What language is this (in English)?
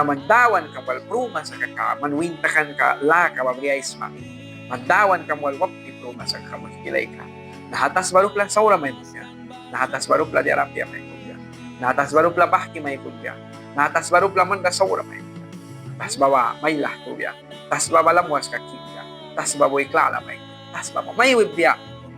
Mískito